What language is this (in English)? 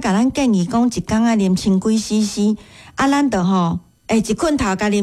Min Nan Chinese